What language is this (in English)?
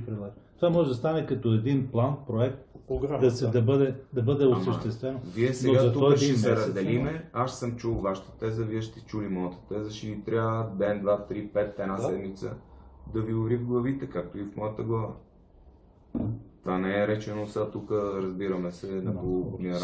Bulgarian